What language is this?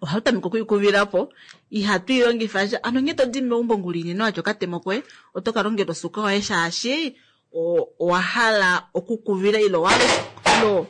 Kuanyama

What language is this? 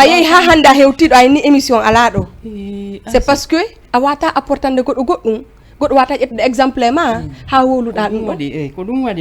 Fula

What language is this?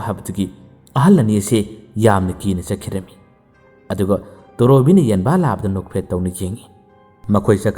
Manipuri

